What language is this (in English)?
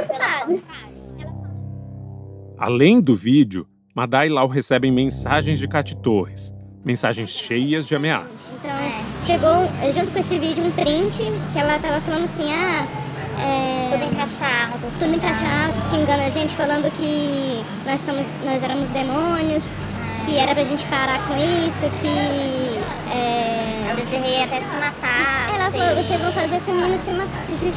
Portuguese